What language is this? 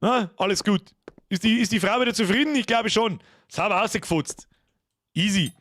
Bavarian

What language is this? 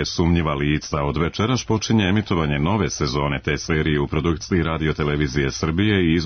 Serbian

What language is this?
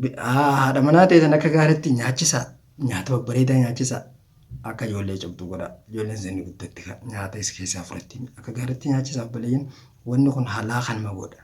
Oromo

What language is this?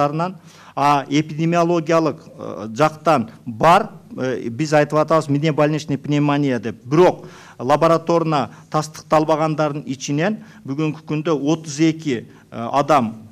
Kyrgyz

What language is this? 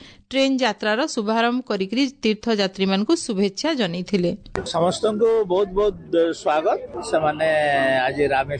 Odia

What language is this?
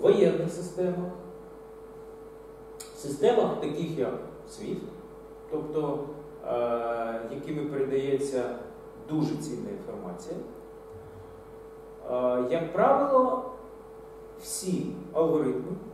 Ukrainian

